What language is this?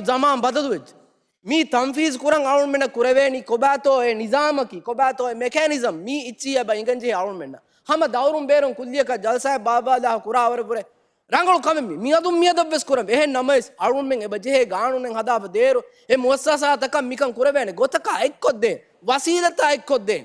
Divehi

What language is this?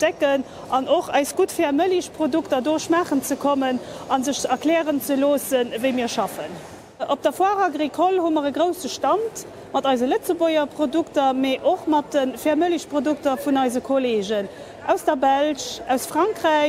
Luxembourgish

